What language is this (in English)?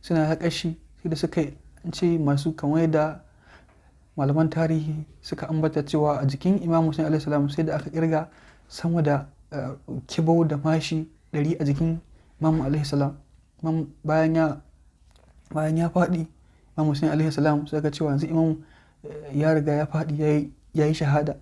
Hausa